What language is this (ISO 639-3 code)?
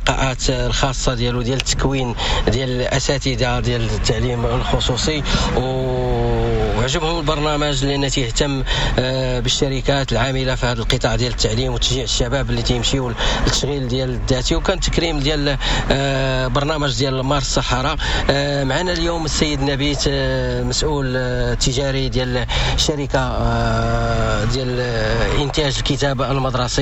ary